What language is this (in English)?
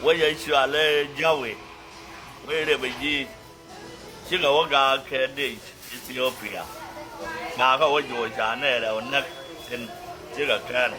Nuer